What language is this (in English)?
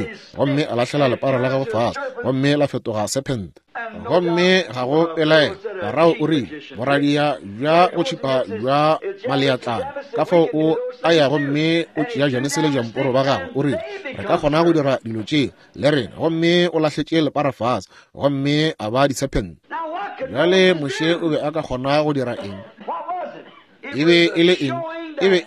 Northern Sotho